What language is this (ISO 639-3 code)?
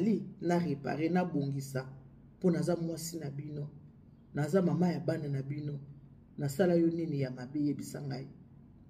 lin